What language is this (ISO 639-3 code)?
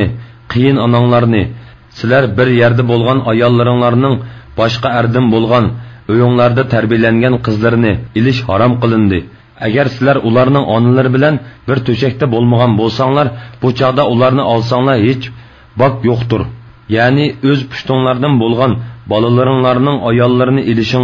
uig